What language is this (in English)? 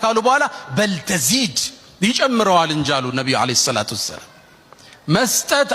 Amharic